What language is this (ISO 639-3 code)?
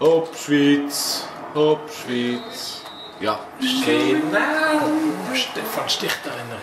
gsw